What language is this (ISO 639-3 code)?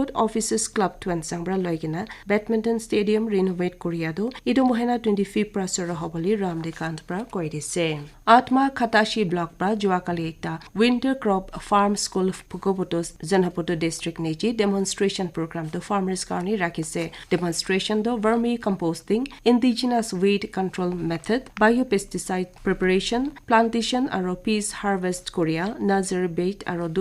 nag